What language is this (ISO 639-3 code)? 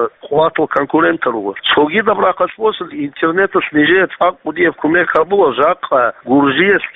ava